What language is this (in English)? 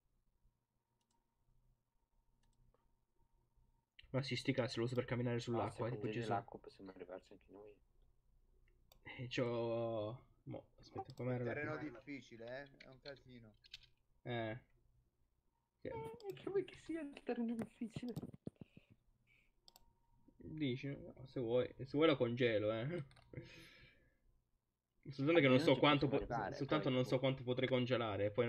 Italian